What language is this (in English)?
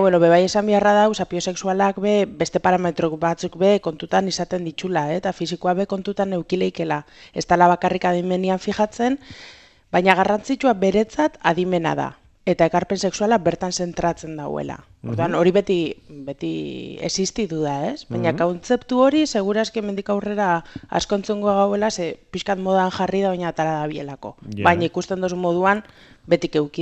Basque